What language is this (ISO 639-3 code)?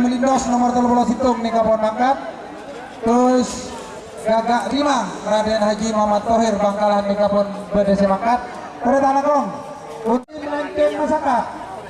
mad